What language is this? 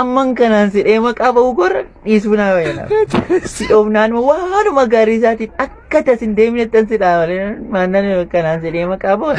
Oromo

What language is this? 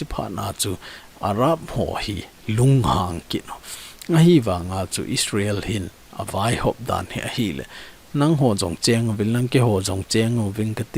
Thado Chin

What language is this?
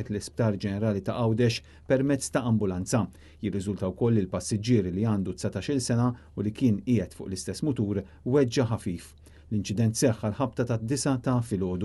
Maltese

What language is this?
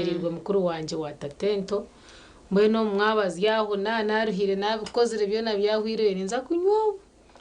Nyankole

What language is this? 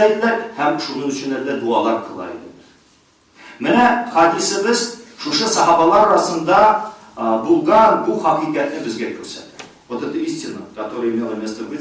Tatar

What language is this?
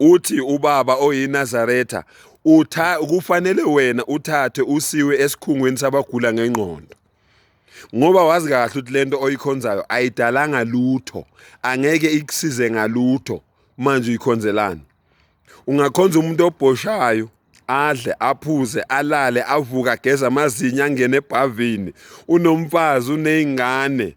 Zulu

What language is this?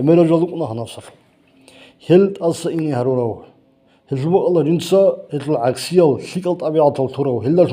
Avaric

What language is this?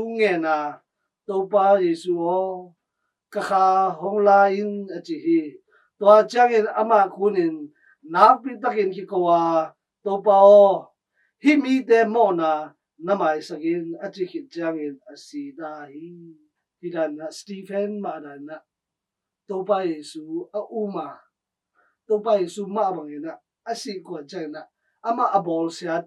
Tedim Chin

